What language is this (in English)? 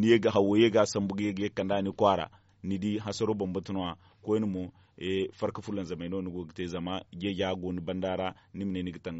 Zarma